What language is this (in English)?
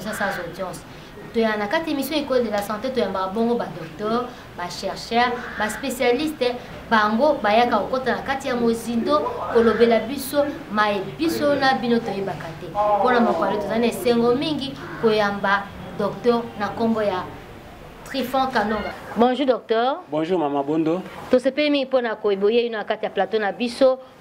Lingala